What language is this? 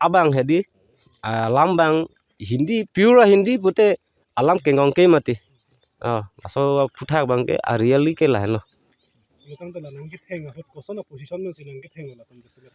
Karbi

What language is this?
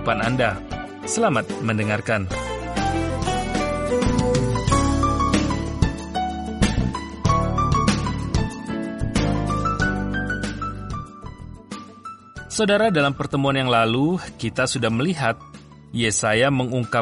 Indonesian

